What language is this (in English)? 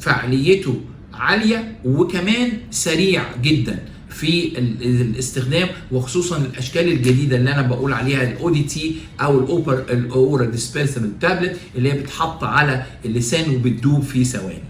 Egyptian Arabic